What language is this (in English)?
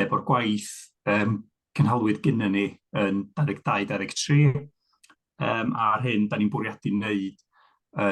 Welsh